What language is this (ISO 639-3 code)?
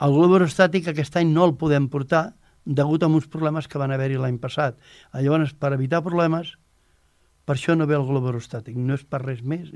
cat